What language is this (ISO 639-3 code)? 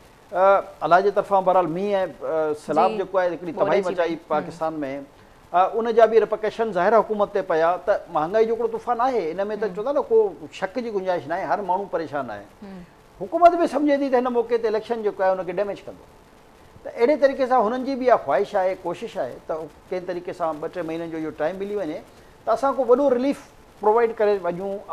snd